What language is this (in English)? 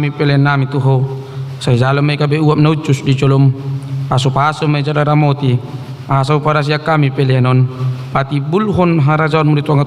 Batak Toba